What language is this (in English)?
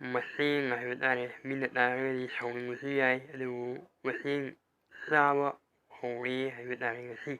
Manipuri